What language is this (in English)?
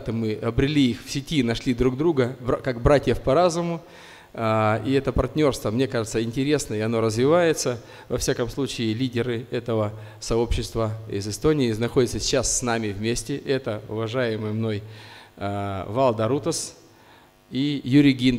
Russian